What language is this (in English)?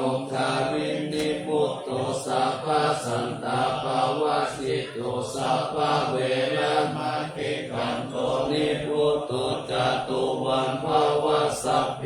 Pali